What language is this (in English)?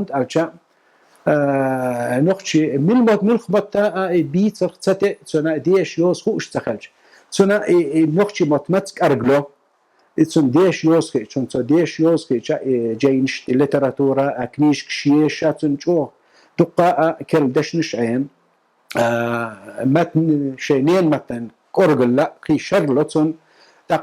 Chechen